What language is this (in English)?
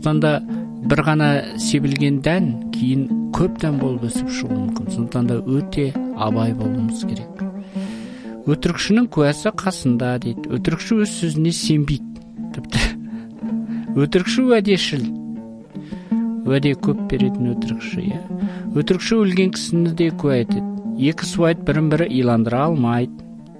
Kazakh